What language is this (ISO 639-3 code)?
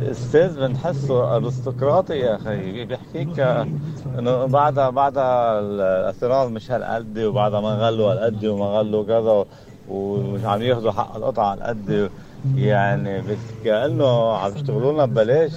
apc